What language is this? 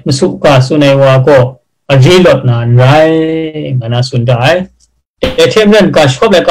Kachin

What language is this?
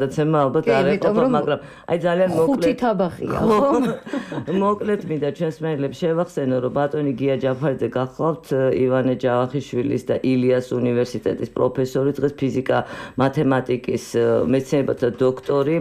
Georgian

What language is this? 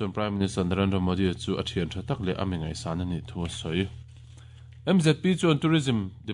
Mizo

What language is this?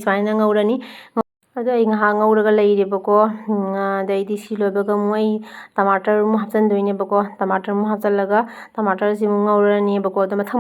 Manipuri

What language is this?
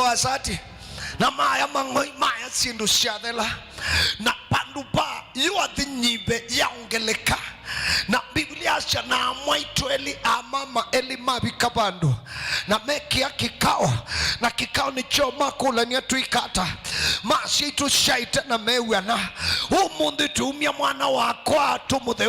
Kamba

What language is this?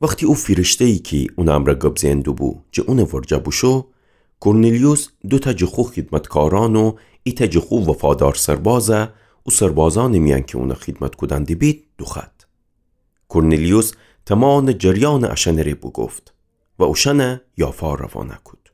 Gilaki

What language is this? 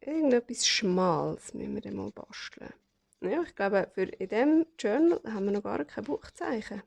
Swiss German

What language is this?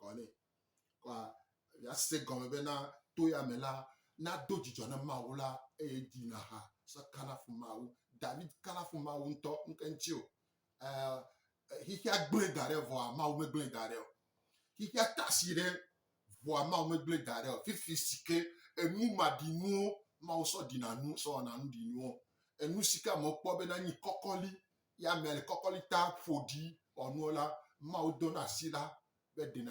Gen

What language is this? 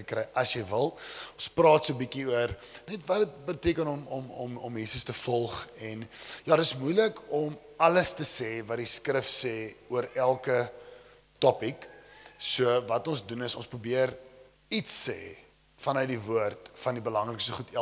Afrikaans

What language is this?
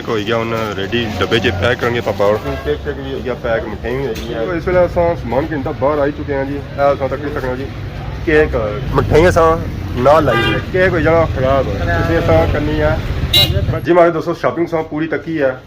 Pahari-Potwari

